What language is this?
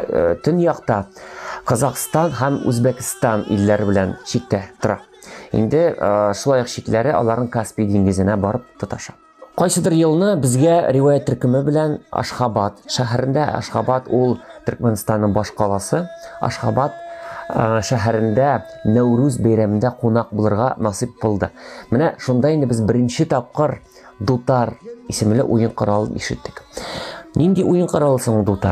Tatar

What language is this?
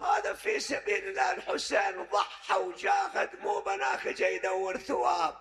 Mesopotamian Arabic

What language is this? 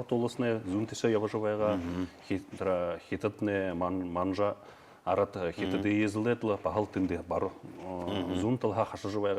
Buriat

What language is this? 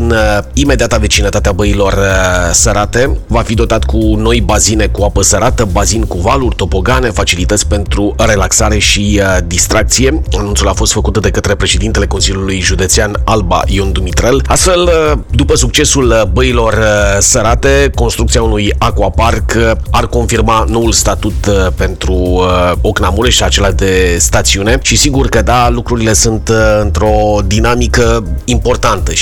Romanian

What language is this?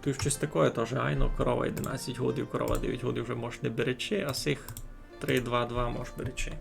Rusyn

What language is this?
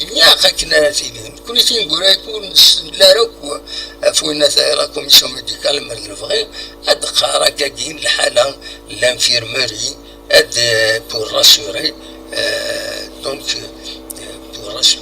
Kabyle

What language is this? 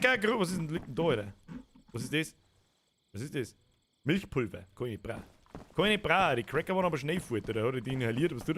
Bavarian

